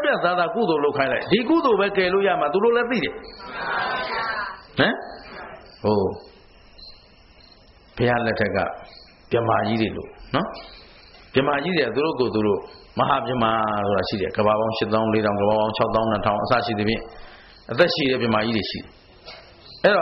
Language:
Burmese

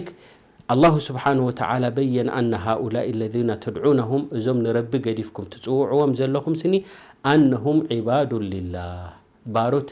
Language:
Tigrinya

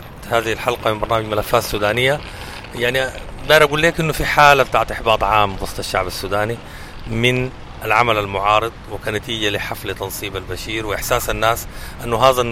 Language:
Sudanese Arabic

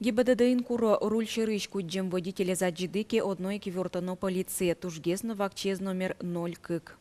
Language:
Udmurt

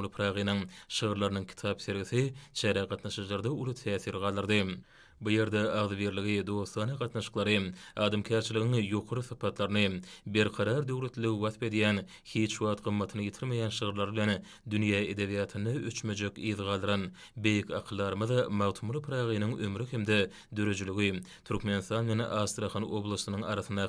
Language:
Turkmen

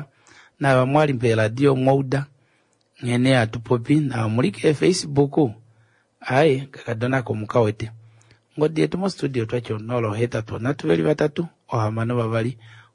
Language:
Kuanyama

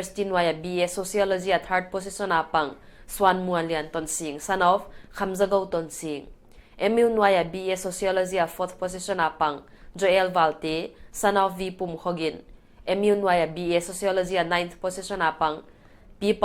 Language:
Paite Chin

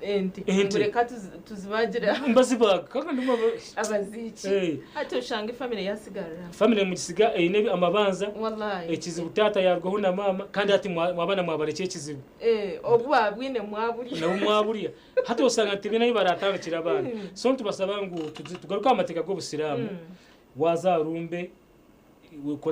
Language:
Nyankole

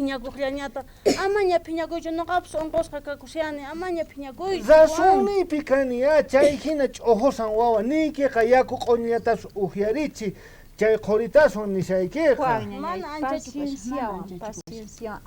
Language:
South Bolivian Quechua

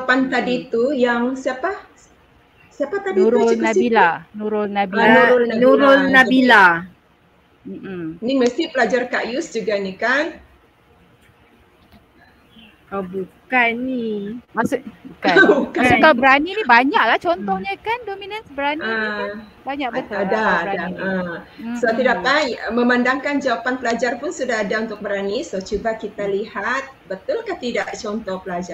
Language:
Malay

